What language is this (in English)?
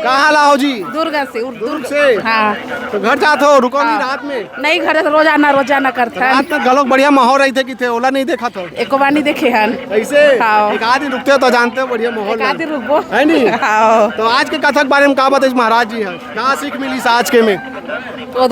Chhattisgarhi